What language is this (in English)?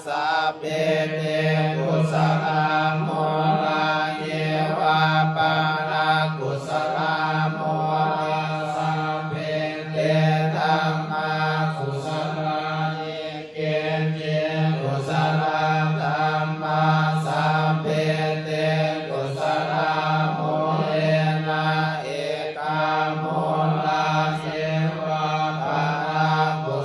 Pali